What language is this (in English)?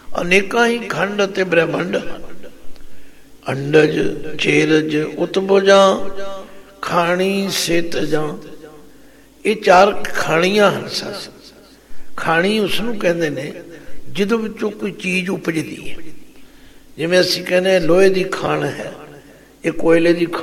Punjabi